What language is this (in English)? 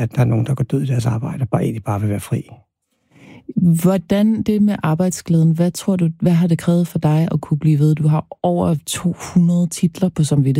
Danish